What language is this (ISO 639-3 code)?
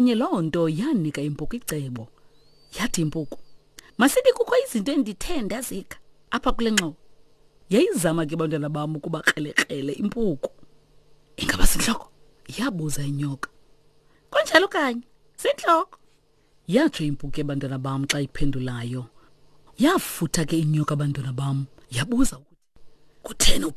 xho